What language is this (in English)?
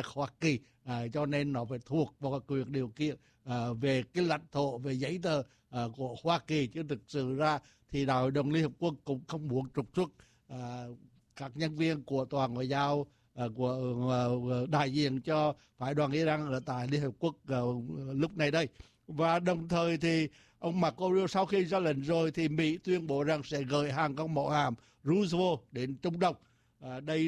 Vietnamese